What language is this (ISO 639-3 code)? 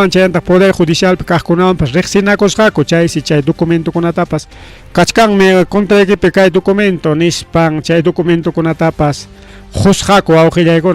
quy